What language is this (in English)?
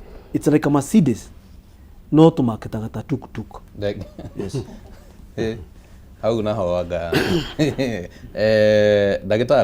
Kikuyu